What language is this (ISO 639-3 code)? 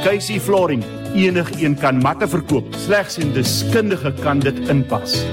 afr